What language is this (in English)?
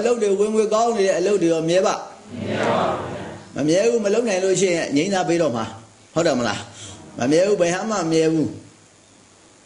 Burmese